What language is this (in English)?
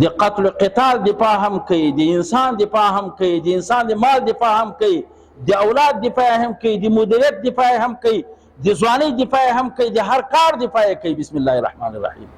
Pashto